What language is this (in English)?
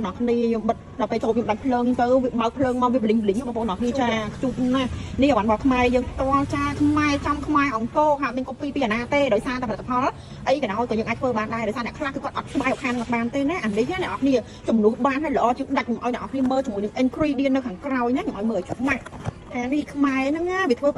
Khmer